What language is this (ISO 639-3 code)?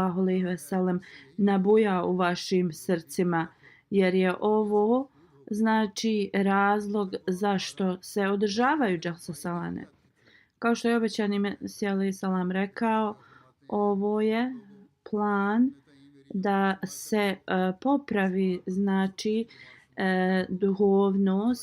bos